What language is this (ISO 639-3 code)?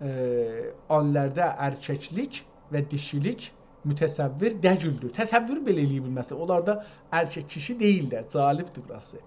azb